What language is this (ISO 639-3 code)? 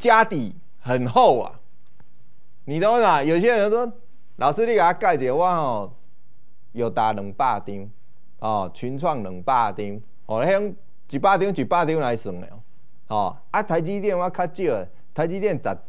zho